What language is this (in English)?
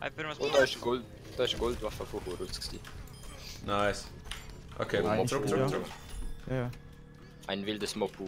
Swiss German